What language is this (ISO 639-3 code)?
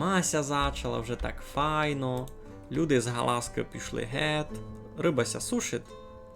rue